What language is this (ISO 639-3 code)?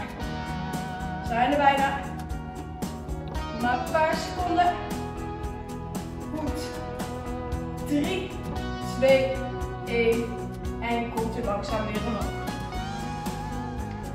nld